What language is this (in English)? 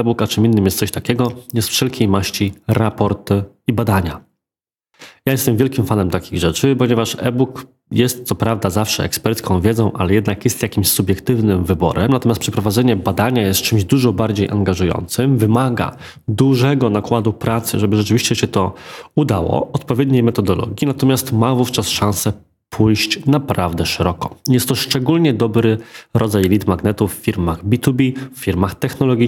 Polish